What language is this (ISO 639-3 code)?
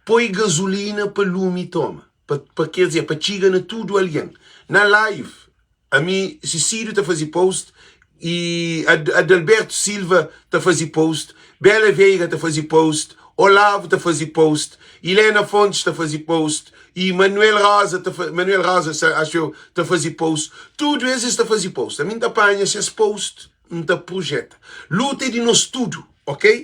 kea